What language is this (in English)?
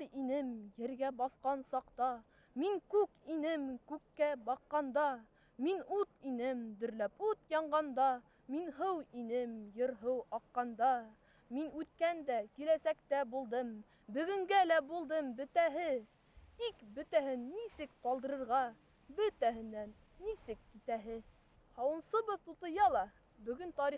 Bashkir